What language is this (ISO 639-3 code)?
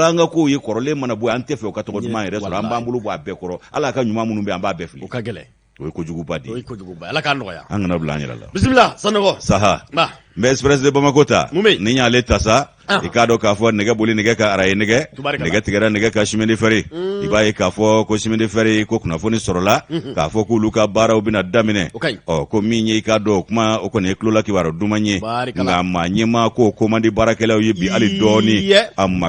bam